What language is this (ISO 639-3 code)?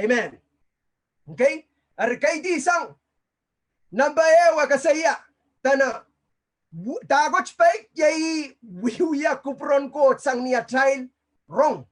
pon